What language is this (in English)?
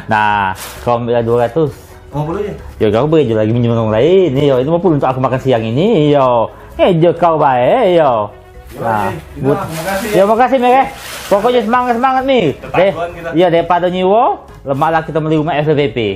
Musi